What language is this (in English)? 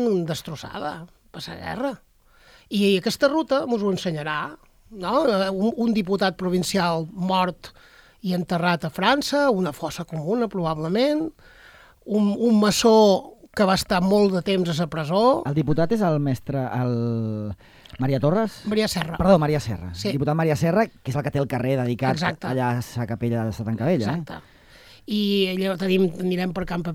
Catalan